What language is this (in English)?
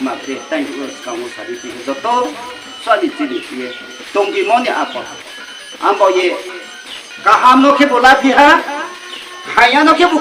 Riang (India)